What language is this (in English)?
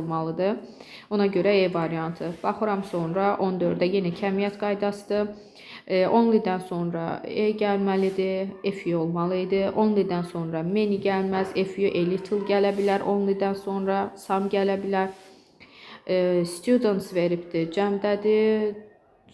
Azerbaijani